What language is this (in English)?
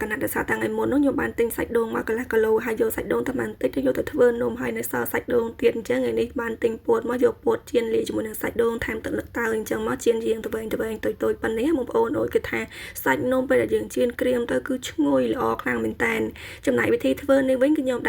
Khmer